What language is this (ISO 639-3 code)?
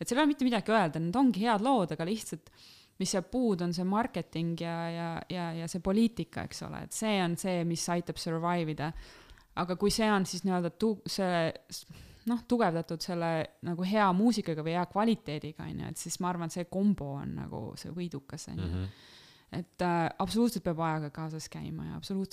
est